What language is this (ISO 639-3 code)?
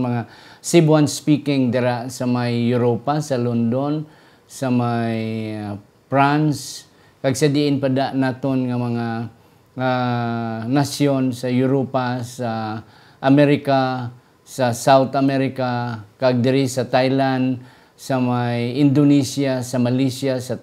hil